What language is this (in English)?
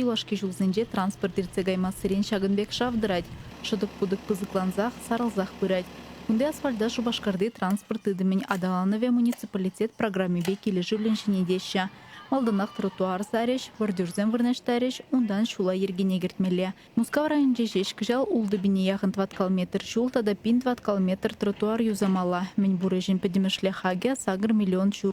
Chuvash